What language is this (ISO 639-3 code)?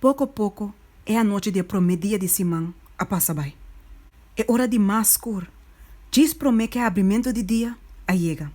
pap